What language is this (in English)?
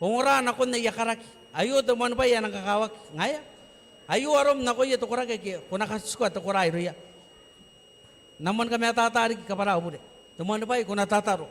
Gilbertese